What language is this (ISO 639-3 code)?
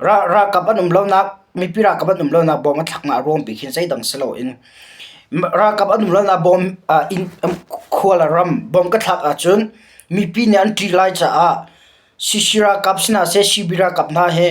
cnh